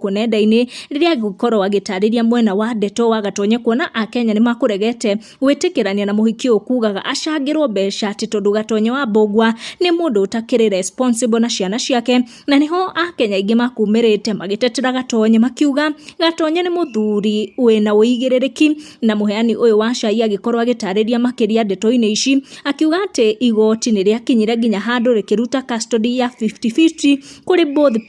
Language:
Kikuyu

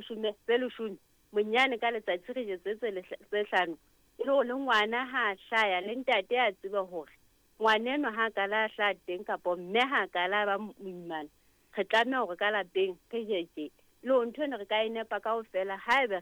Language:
Southern Sotho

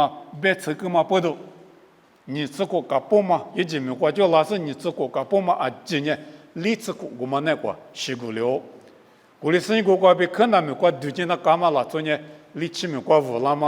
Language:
Lisu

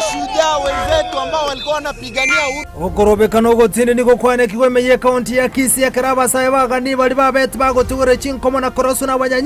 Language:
Gusii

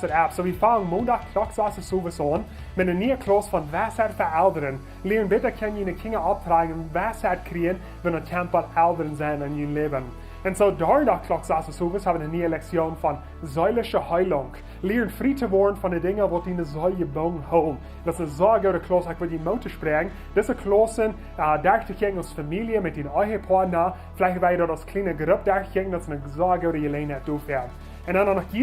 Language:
Plautdietsch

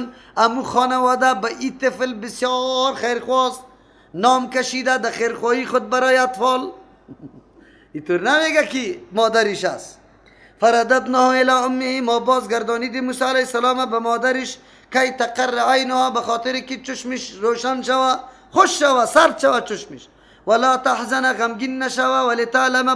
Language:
Persian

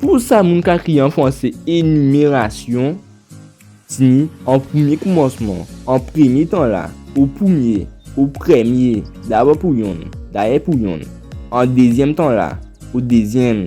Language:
Guadeloupean Creole French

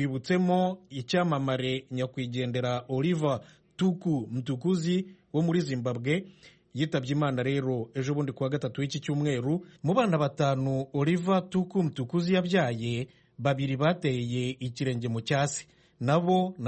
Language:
Kinyarwanda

